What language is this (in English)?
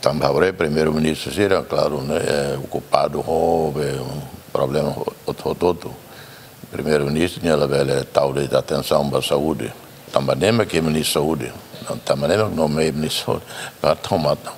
Tetum